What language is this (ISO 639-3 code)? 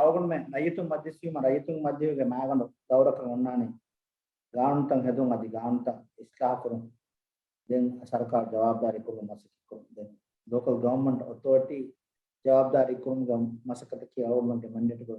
div